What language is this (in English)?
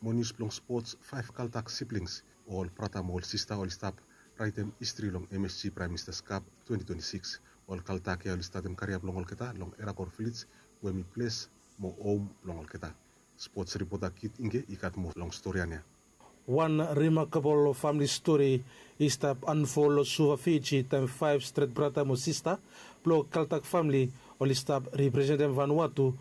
Bislama